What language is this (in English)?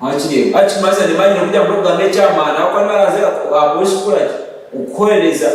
Nyankole